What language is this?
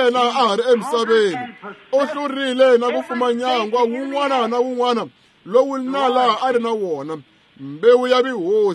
Tsonga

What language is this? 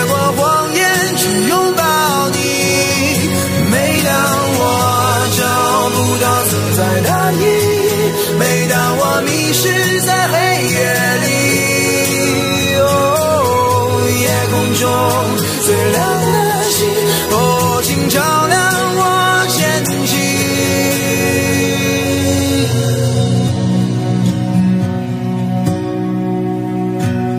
Chinese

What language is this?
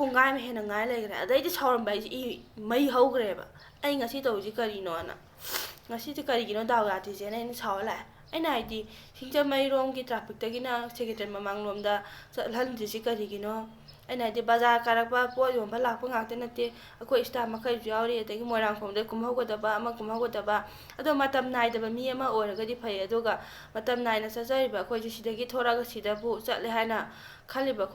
Manipuri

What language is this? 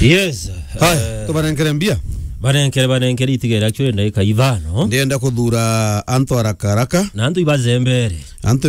Meru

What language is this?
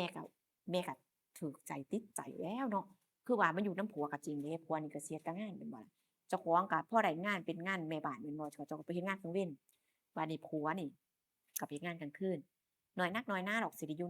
Northeastern Thai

